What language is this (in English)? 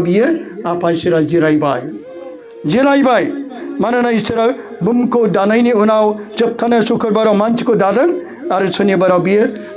Bodo